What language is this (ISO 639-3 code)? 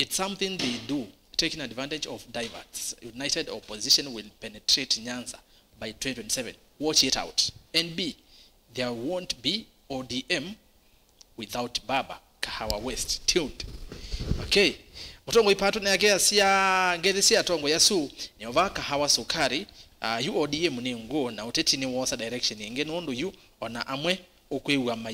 kam